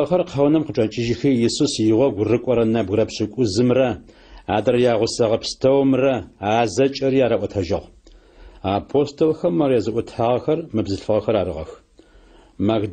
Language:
Adyghe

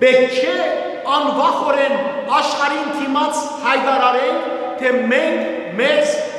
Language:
Western Armenian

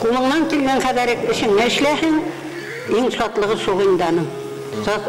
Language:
Bashkir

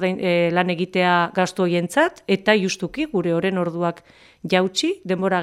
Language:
Basque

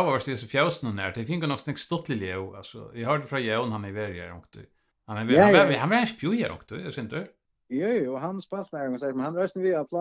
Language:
Faroese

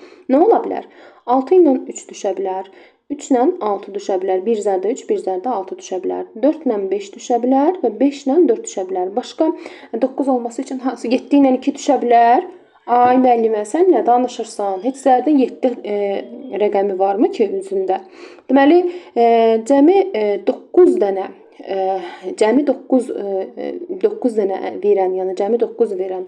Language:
Azerbaijani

